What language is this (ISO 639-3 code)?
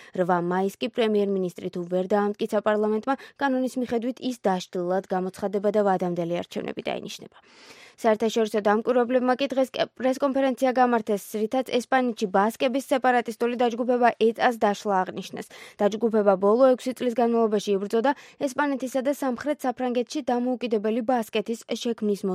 kat